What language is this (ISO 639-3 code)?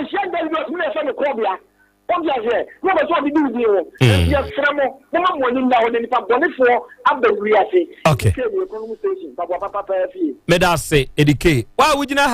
aka